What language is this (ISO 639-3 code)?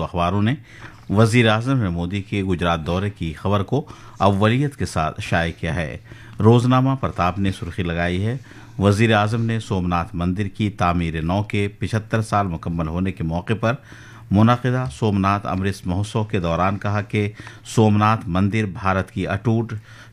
urd